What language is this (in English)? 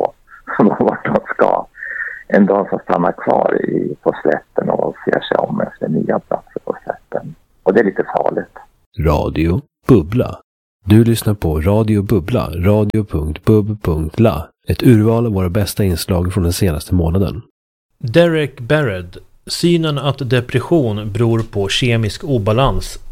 Swedish